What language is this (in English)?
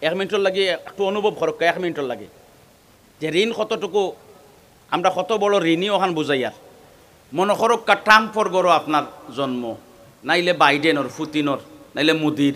Sylheti